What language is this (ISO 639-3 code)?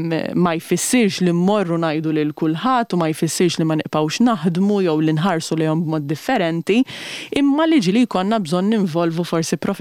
mlt